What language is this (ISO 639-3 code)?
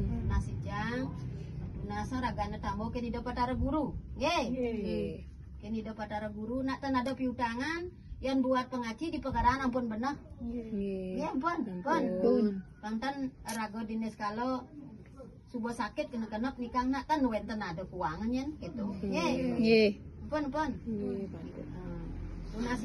ban